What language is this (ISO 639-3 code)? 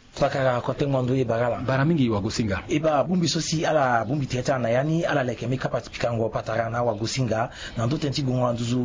sag